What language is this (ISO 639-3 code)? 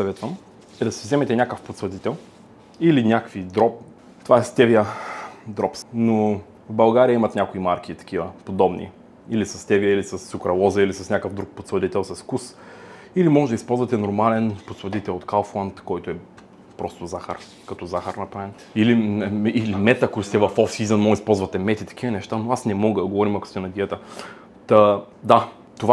bul